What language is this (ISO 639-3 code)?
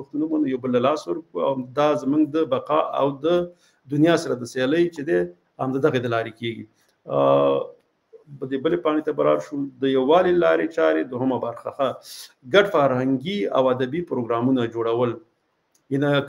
pus